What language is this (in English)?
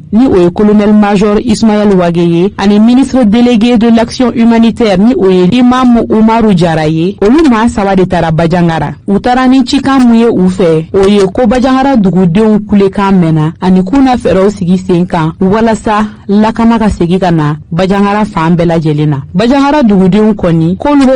Bambara